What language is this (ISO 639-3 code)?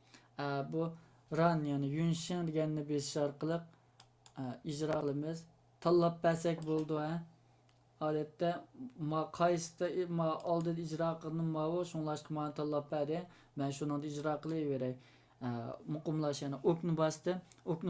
uig